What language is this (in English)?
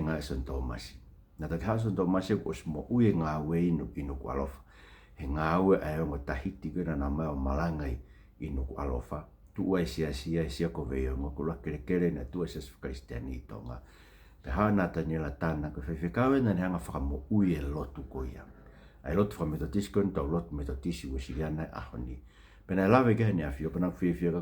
Tongan